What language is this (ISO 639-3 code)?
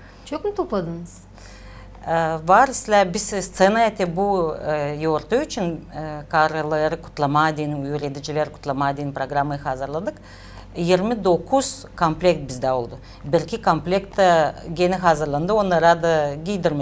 gag